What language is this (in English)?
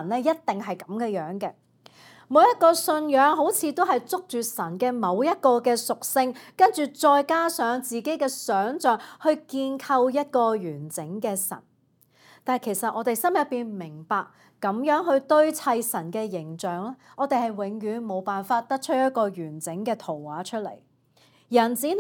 Cantonese